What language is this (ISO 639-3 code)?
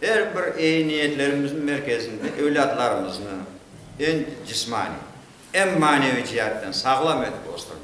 crh